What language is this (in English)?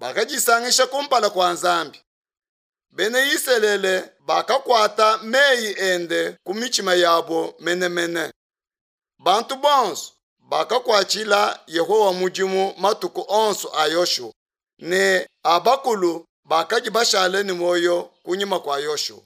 Luba-Lulua